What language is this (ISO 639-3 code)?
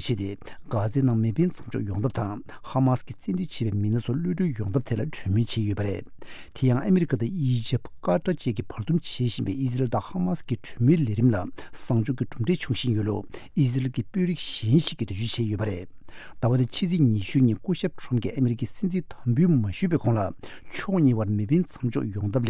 bod